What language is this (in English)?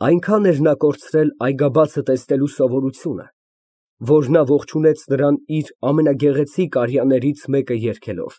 Armenian